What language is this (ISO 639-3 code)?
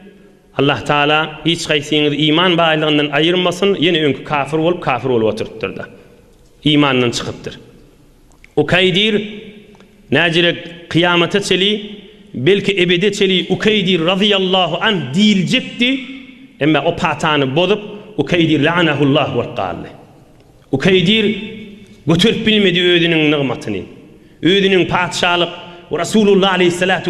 tuk